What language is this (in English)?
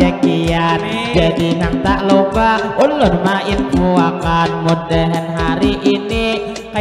Banjar